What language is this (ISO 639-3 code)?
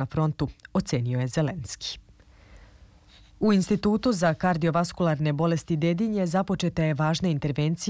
srp